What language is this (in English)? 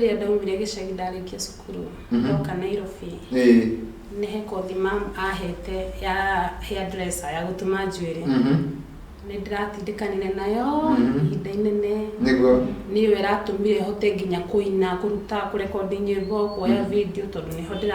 Kikuyu